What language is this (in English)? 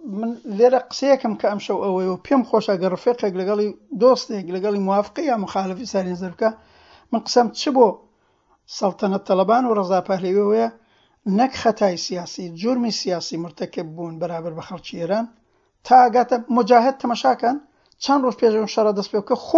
Central Kurdish